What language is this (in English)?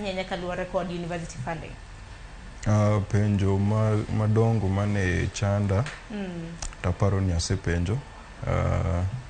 Luo (Kenya and Tanzania)